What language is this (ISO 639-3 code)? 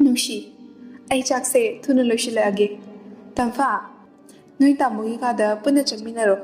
mni